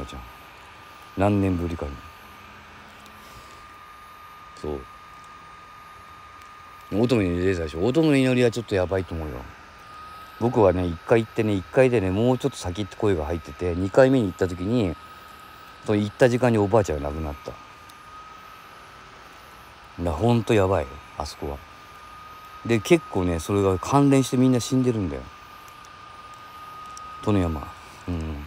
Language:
Japanese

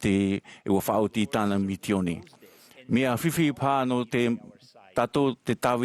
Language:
Tahitian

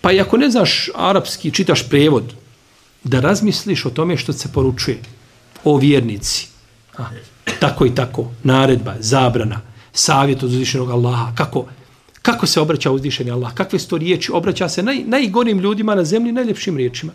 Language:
Bosnian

